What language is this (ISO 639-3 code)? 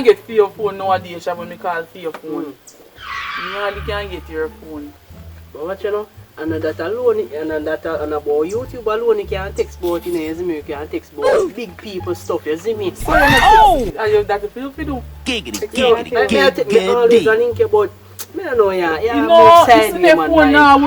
jam